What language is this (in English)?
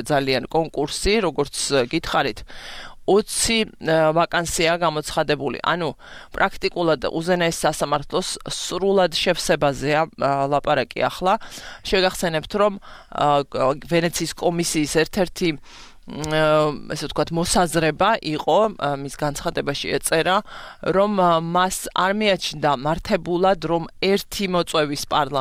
Georgian